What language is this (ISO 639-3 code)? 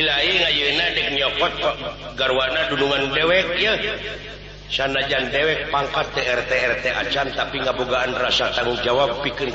sun